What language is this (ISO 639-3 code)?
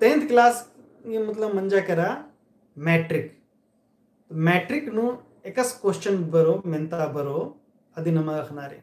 kru